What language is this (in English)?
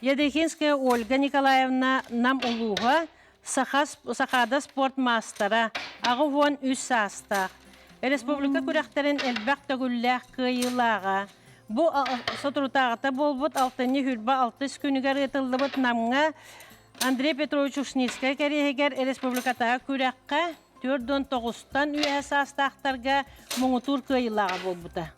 Yakut